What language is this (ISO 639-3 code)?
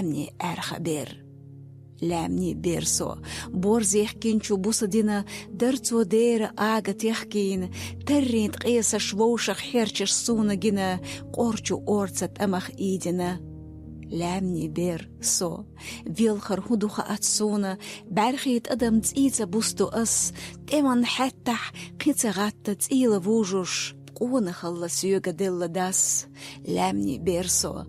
che